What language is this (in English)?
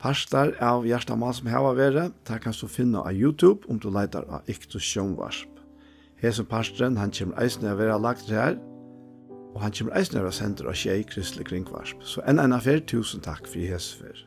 Faroese